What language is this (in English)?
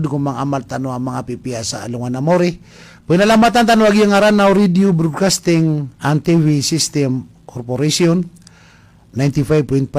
Maranao